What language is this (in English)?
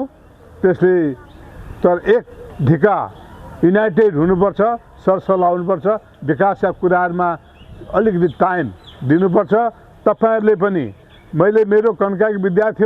Nepali